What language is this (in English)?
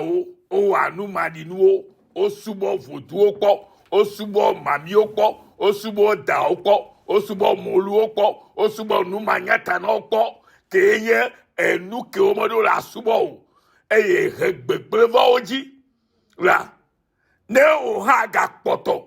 Ewe